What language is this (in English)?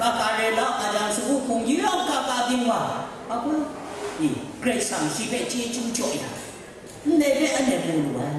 Kachin